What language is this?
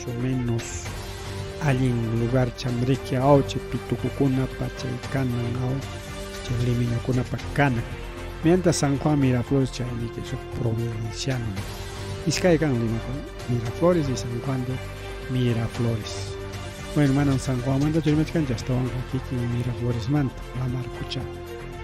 Ayacucho Quechua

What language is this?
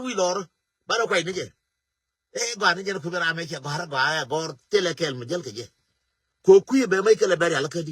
Nuer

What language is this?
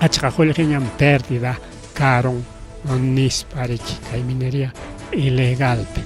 Ayacucho Quechua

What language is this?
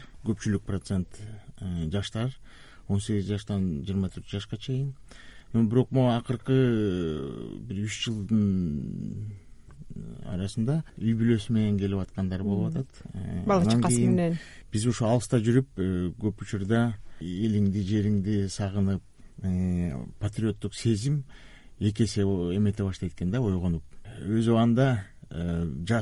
Kyrgyz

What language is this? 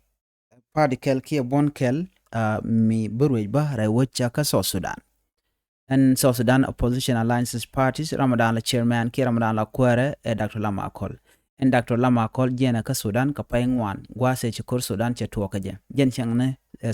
Nuer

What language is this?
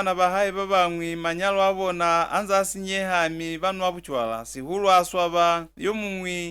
Lozi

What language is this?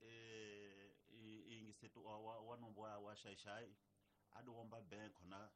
Tsonga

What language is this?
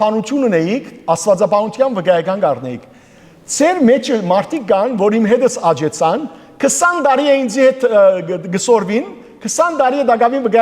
Western Armenian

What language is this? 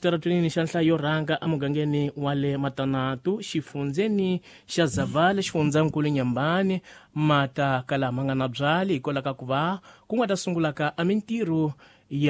Tsonga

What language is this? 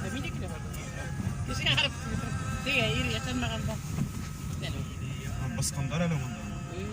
Bashkir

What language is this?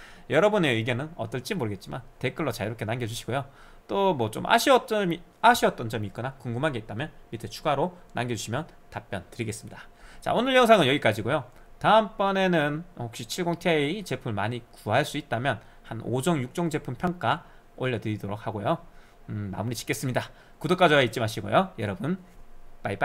Korean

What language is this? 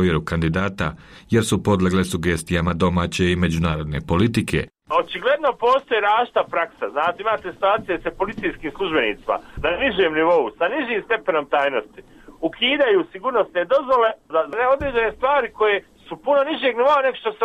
Bosnian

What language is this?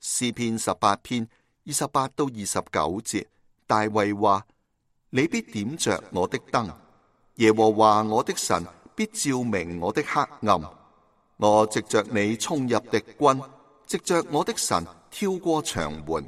Cantonese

